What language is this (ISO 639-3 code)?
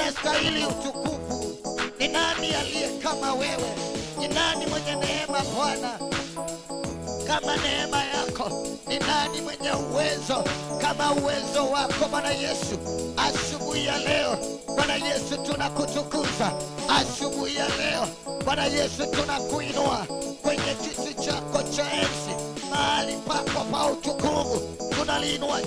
swa